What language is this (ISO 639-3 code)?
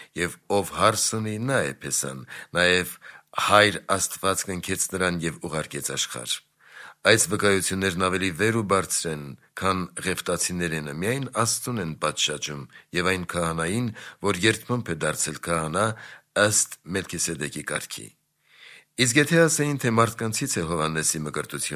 hye